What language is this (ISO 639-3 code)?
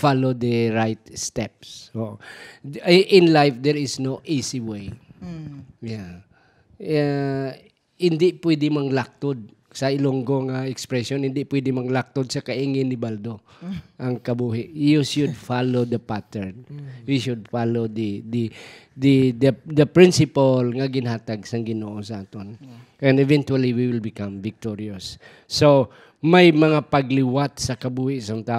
hil